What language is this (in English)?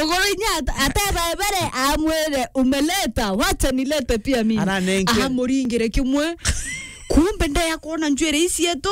Meru